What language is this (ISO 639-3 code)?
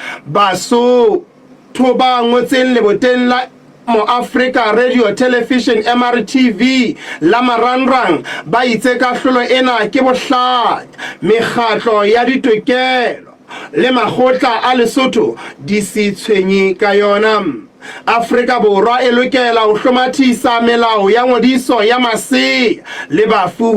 sot